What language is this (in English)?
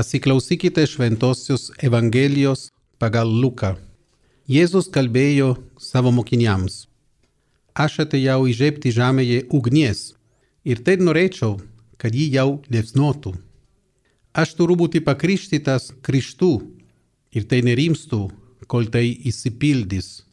Lithuanian